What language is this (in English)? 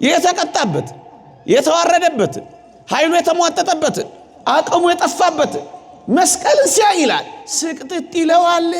Amharic